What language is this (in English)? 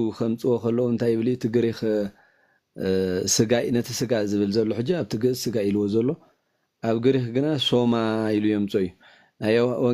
Tigrinya